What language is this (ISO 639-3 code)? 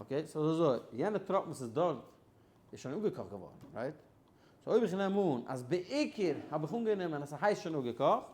yid